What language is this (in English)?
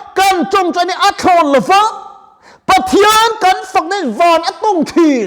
Mizo